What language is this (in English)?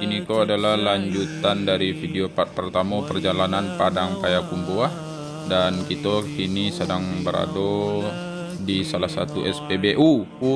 Minangkabau